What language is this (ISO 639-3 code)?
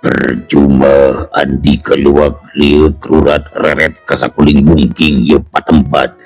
sun